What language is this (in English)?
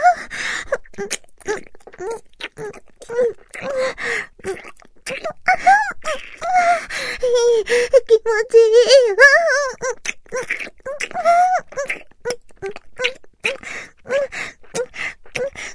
Japanese